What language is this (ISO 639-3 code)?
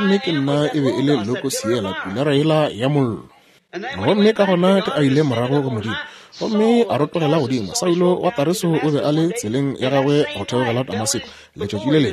nso